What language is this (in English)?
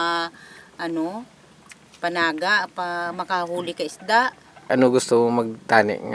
Hiligaynon